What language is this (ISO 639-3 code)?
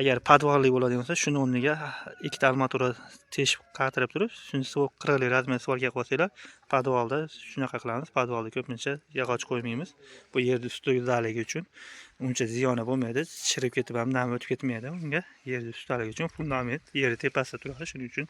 uzb